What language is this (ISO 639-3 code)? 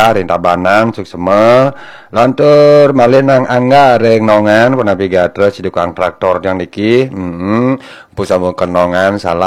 ban